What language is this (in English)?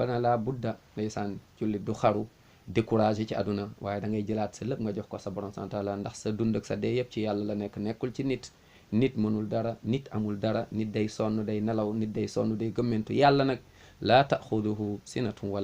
Wolof